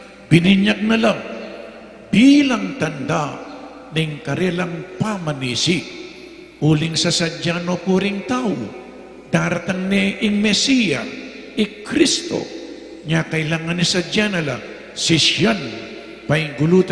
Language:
Pampanga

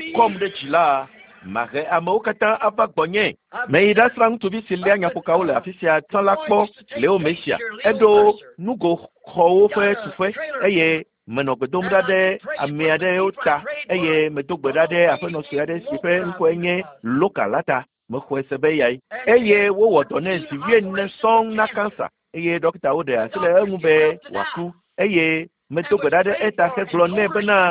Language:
Ewe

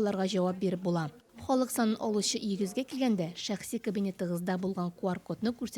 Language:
Tatar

